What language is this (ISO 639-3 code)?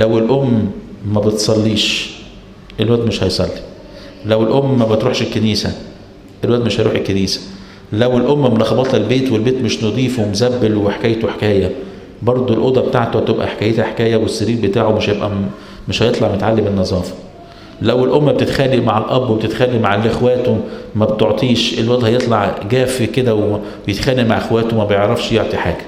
arz